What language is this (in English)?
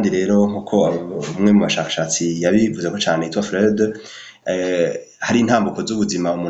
Rundi